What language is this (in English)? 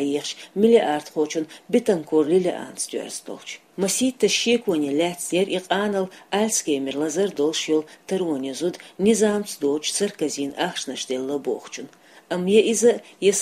Chechen